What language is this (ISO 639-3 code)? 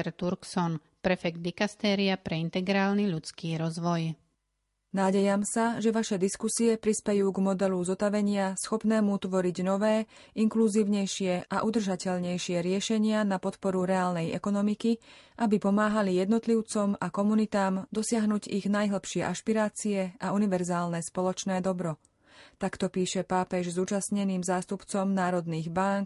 slk